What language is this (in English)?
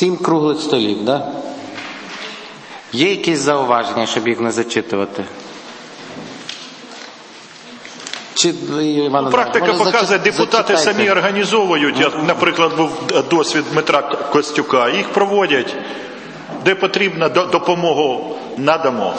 Ukrainian